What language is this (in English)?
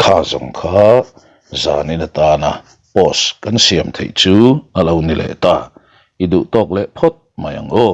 Mizo